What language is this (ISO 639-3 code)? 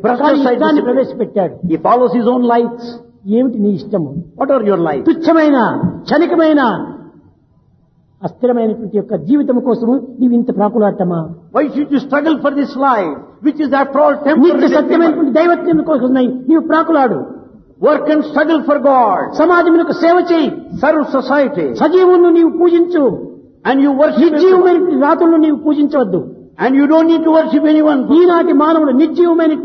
tel